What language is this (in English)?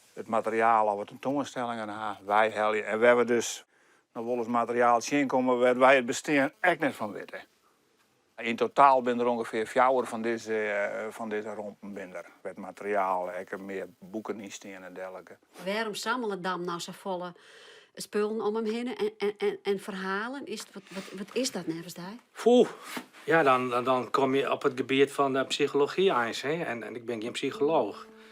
Western Frisian